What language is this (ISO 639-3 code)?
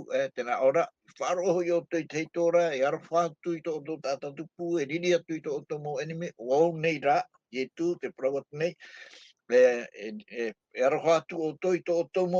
tah